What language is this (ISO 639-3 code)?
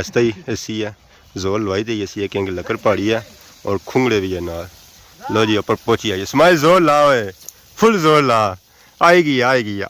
phr